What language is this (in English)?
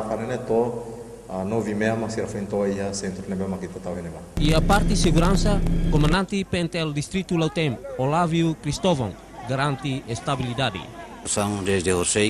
Tetum